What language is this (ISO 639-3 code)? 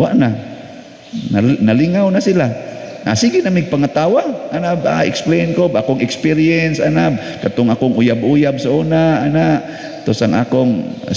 ceb